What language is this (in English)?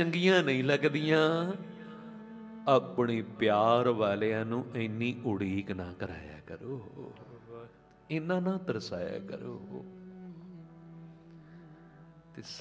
Punjabi